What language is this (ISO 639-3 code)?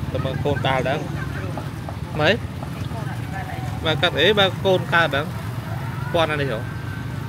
vie